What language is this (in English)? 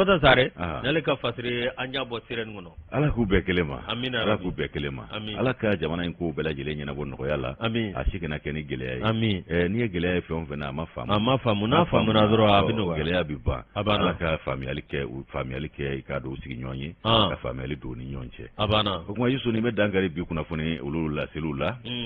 Bambara